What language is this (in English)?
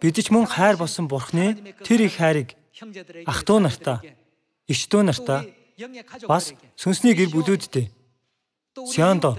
Mongolian